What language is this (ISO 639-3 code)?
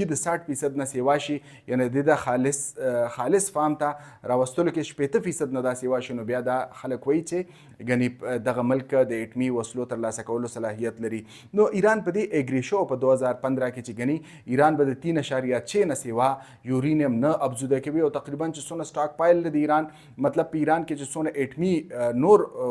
pus